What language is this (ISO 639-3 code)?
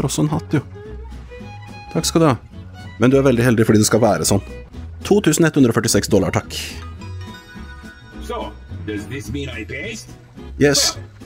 nor